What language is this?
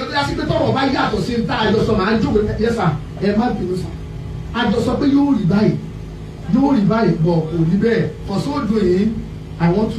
Yoruba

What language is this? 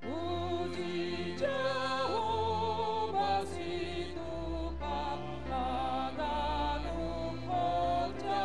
Batak Simalungun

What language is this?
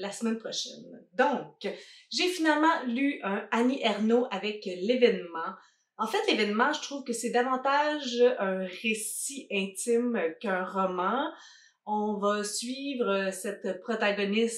French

